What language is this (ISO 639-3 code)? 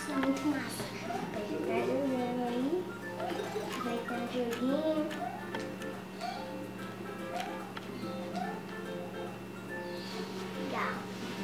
por